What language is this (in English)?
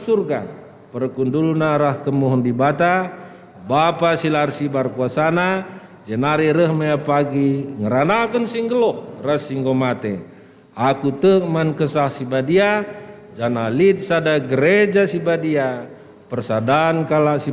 Batak Karo